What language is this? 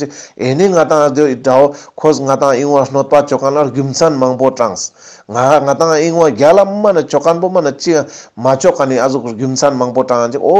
Ladakhi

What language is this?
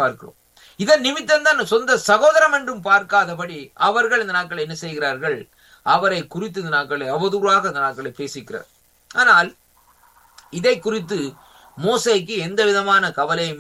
Tamil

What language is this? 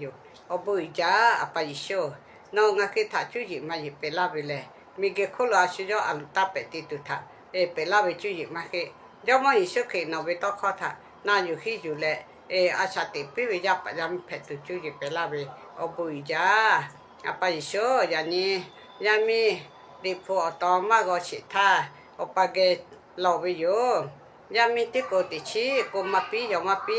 Lahu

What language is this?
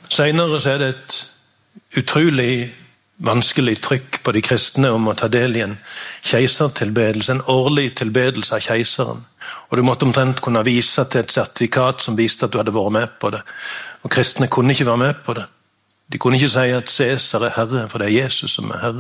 Norwegian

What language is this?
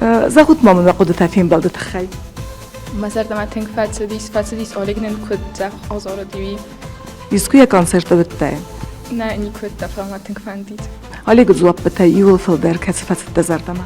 Ossetic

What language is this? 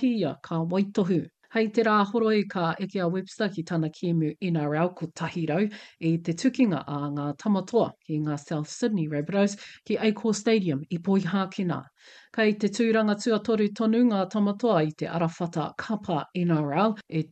Māori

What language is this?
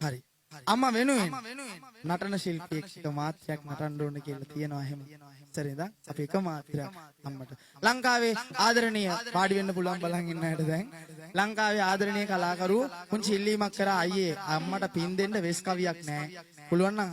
Sinhala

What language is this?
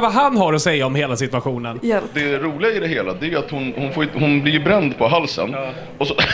Swedish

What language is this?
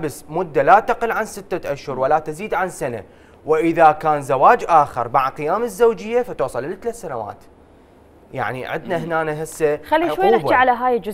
Mesopotamian Arabic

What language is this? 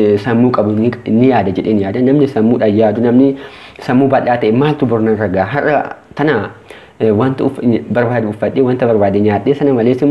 Oromo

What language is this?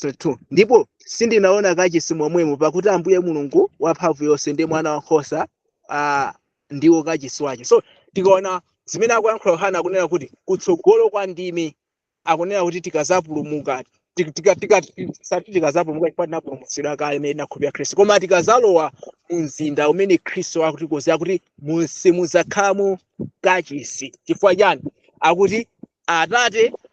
Nyanja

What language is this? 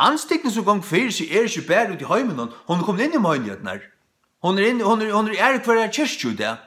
Faroese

